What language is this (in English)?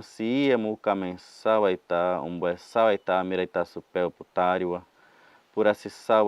Nheengatu